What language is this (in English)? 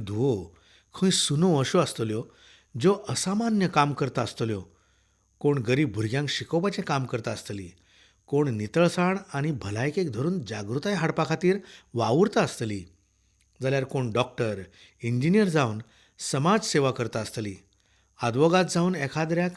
Konkani